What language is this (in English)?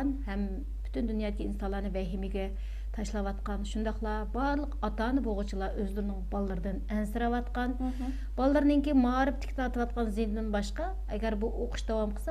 Uyghur